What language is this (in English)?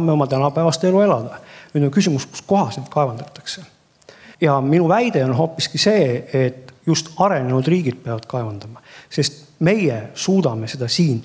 Estonian